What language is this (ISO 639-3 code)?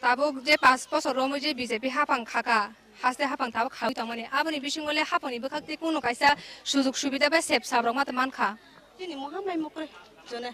trp